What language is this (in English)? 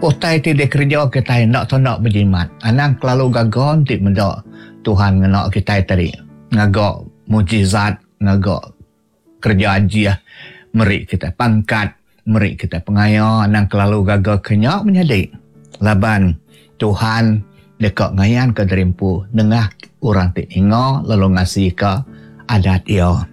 Iban